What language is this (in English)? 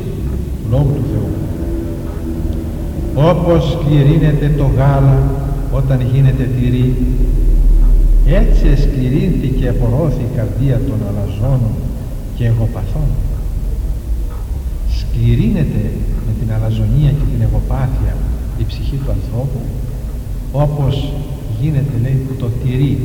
Greek